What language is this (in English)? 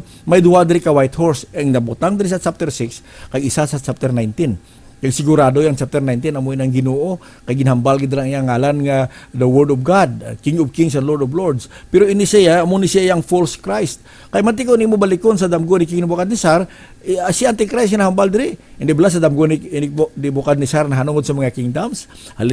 Hiligaynon